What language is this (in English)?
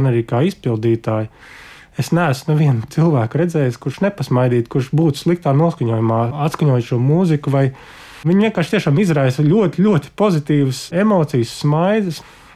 Latvian